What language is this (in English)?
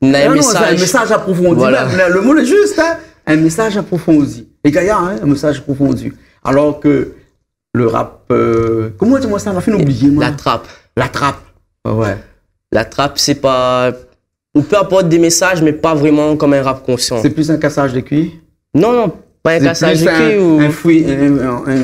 Réunion Creole French